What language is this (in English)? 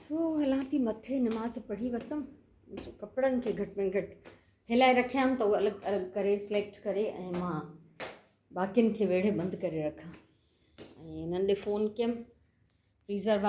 Sindhi